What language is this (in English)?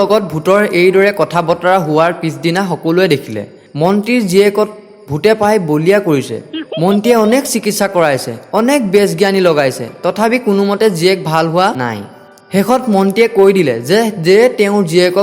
Assamese